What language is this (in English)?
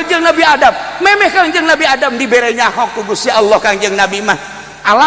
Sundanese